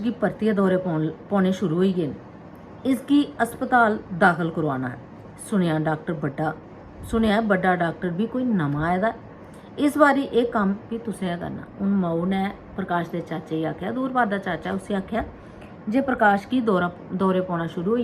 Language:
Dogri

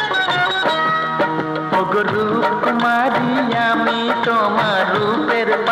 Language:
Bangla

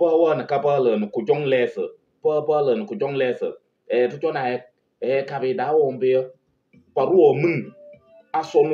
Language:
Kabiyè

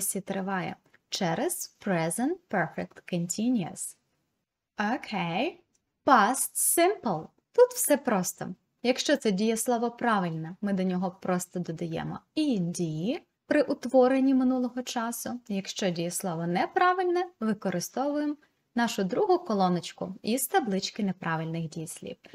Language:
Ukrainian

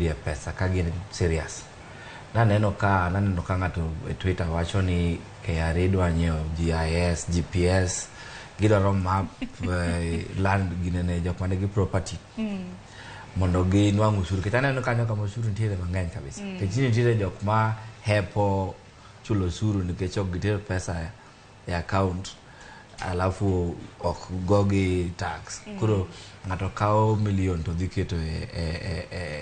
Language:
Luo (Kenya and Tanzania)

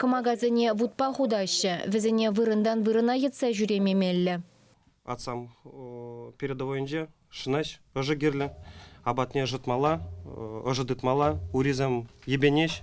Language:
Chuvash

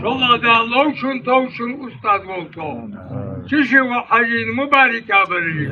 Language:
Ingush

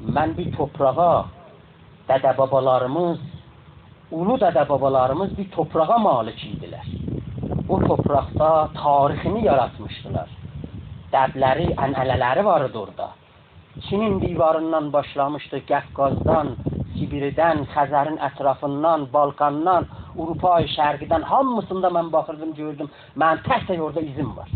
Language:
South Azerbaijani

